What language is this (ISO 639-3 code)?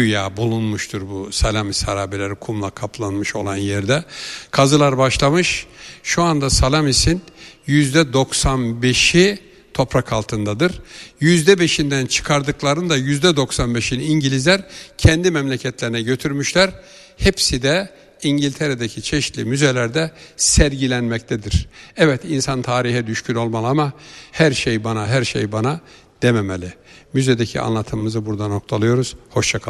tur